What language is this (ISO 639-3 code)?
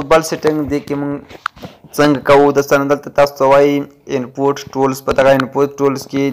pus